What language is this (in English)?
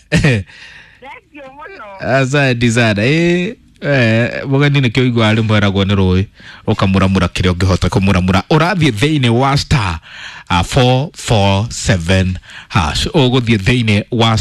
Kikuyu